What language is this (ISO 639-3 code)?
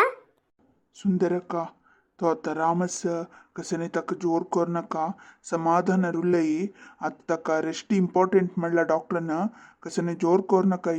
kok